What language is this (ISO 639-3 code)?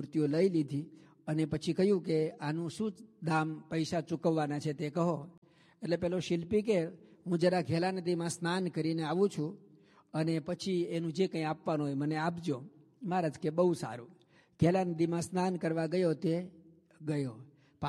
guj